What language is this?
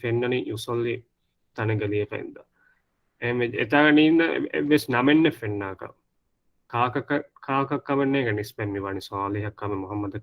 Divehi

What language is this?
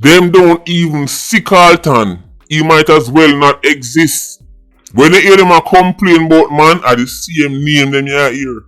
Jamaican Creole English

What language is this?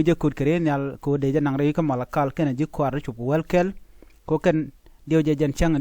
Nuer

